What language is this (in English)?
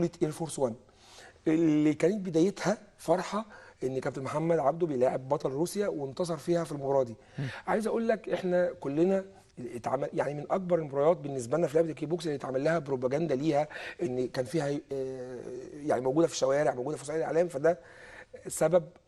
Egyptian Arabic